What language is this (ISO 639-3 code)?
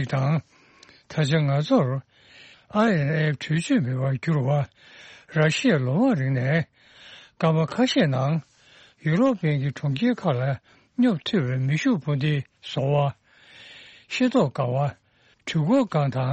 bod